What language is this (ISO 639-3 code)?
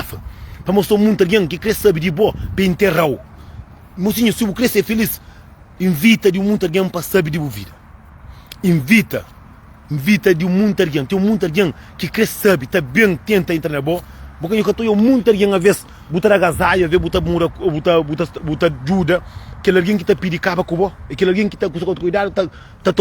kea